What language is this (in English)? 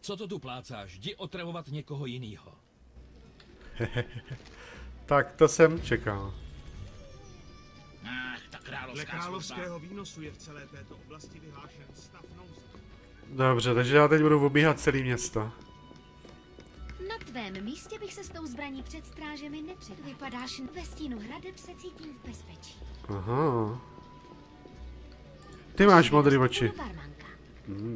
Czech